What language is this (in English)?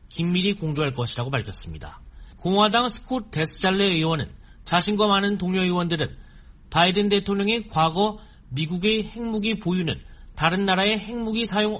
Korean